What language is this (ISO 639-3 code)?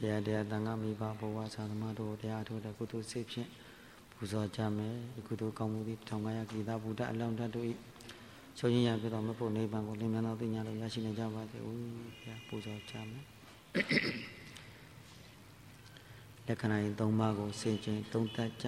mya